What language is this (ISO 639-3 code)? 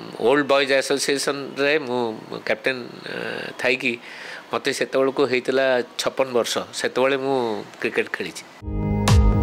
ori